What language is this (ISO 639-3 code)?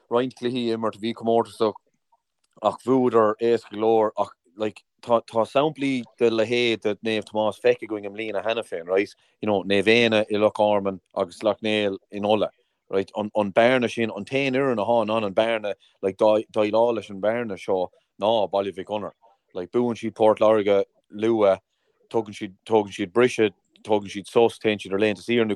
gle